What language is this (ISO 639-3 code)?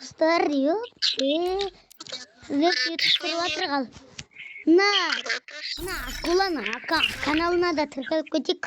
kaz